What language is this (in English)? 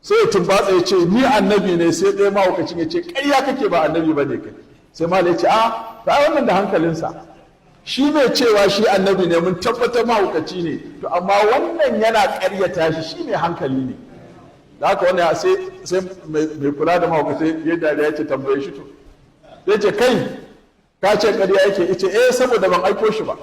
Hausa